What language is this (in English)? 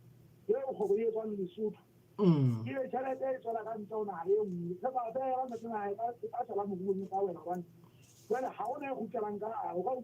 Southern Sotho